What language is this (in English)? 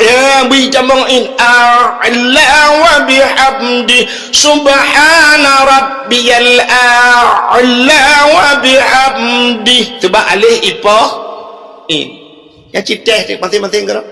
Achinese